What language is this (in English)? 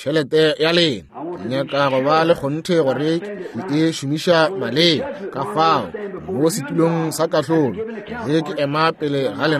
Northern Sotho